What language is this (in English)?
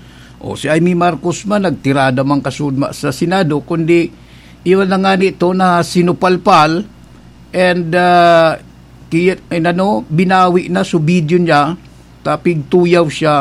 Bikol